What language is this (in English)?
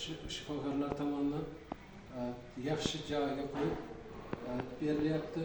Uzbek